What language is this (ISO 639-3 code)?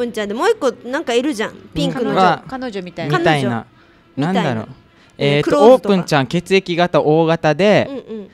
jpn